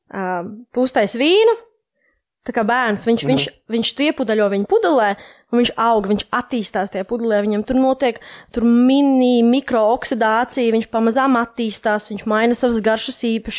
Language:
Latvian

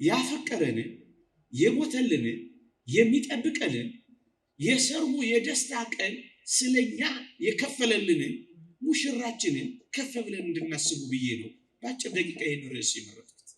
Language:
Amharic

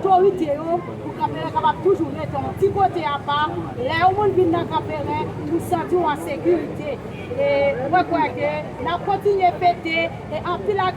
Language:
Haitian Creole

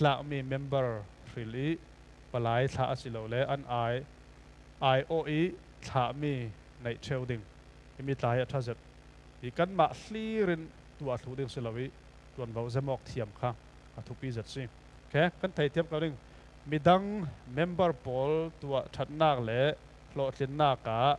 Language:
Falam Chin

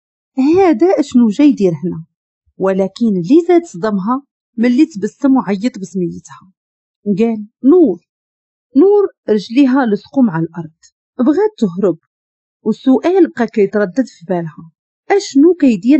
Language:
Moroccan Arabic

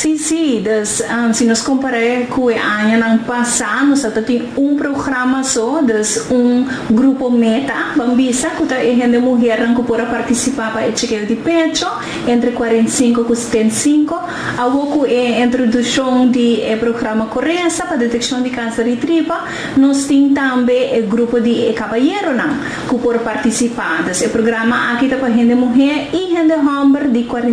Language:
Papiamento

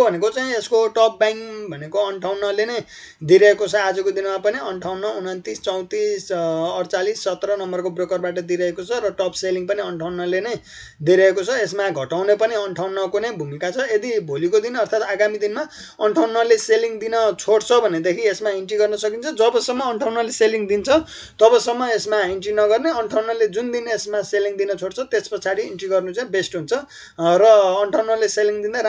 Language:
Nepali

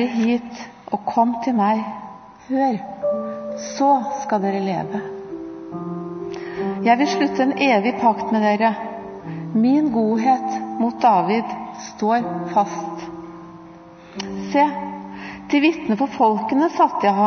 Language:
Norwegian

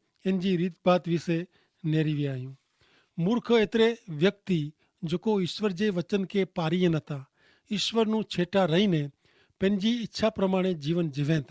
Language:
Kachhi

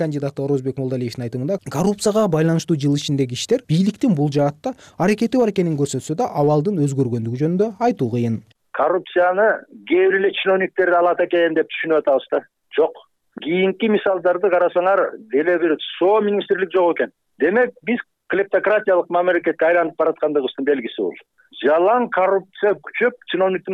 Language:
Kyrgyz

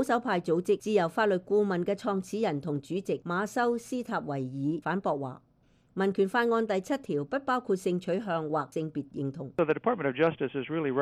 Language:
Cantonese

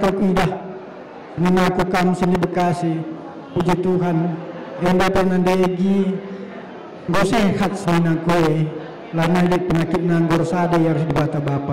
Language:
Batak Karo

